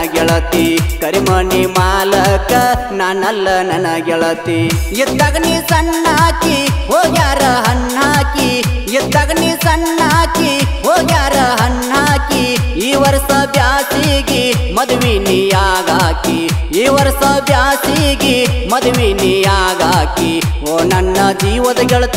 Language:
Kannada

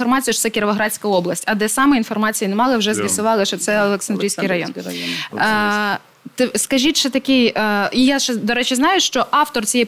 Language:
Ukrainian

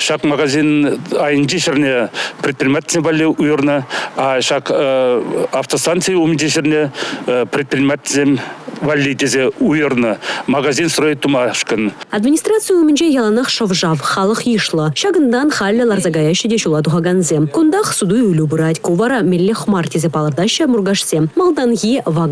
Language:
Chuvash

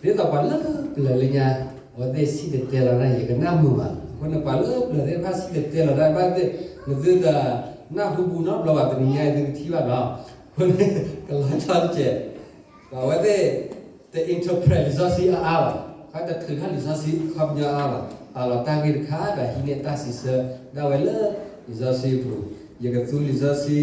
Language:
S'gaw Karen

